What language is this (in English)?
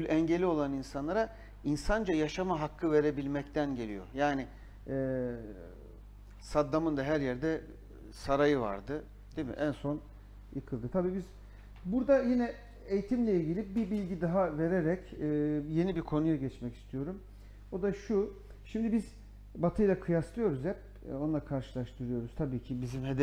Turkish